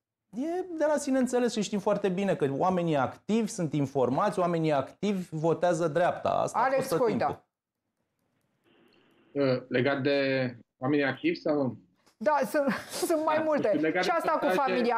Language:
Romanian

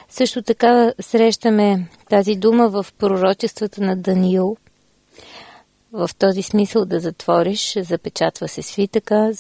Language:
Bulgarian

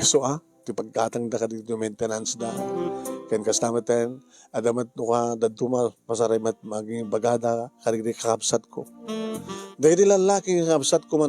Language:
Iloko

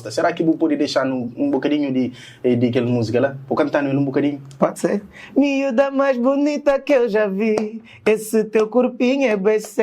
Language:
Kabuverdianu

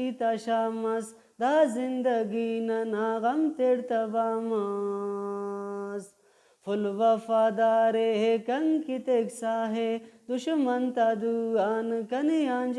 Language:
Brahui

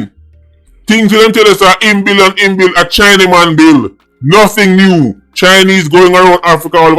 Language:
Jamaican Creole English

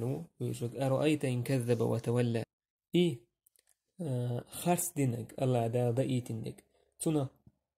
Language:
Chechen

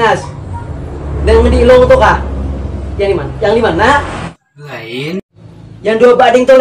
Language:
Banjar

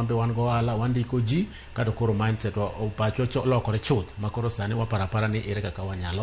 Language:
Luo (Kenya and Tanzania)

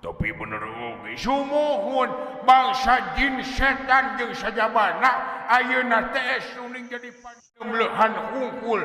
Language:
Sundanese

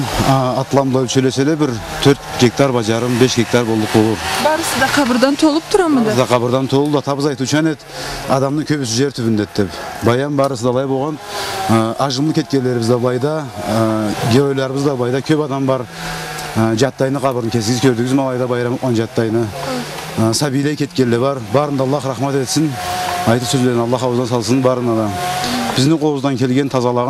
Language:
Karachay-Balkar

